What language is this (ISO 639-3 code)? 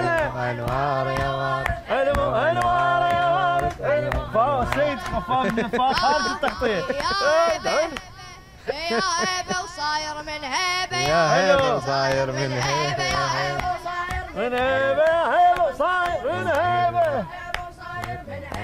acm